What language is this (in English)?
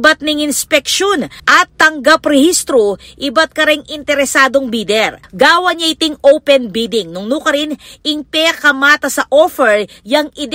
Pampanga